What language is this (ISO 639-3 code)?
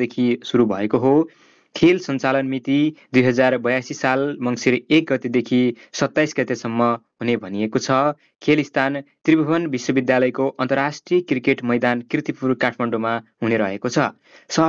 nep